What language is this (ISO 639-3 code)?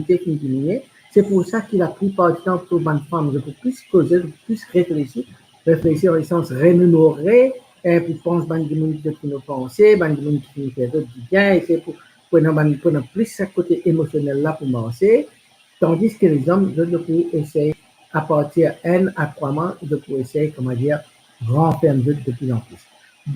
mfe